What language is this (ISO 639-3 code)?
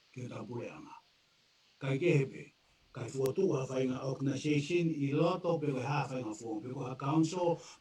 ton